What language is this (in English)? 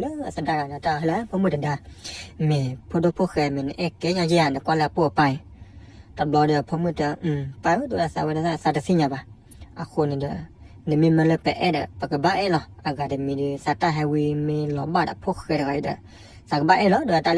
S'gaw Karen